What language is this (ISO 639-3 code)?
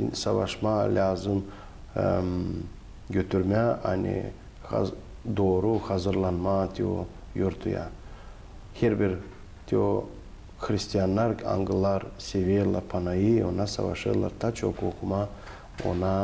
gag